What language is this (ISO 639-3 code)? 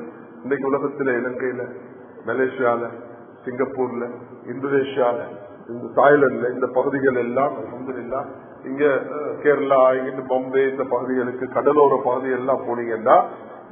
tam